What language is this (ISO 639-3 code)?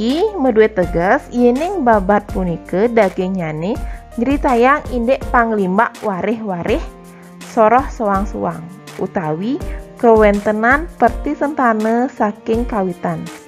ban